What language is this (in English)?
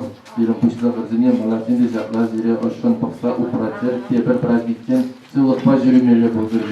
Chuvash